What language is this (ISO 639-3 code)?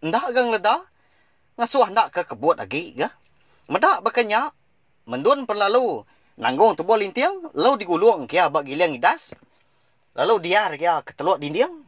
iba